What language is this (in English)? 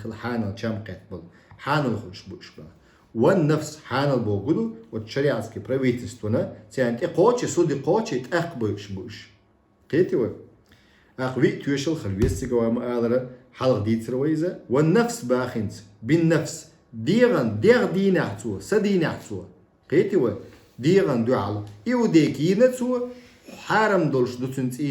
Chechen